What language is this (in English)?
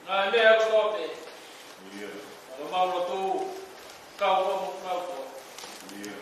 Tongan